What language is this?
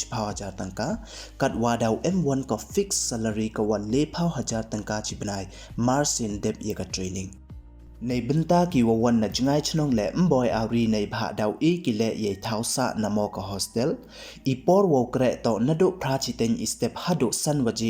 Pnar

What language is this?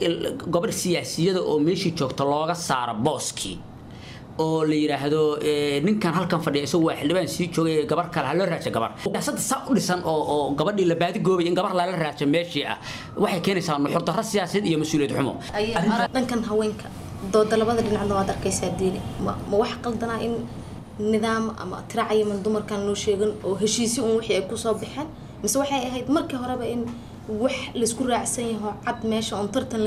Somali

